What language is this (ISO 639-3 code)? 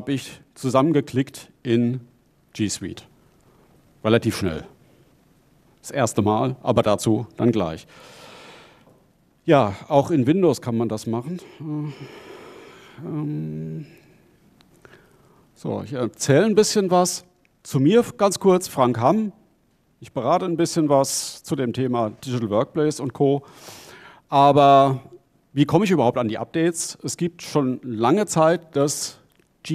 deu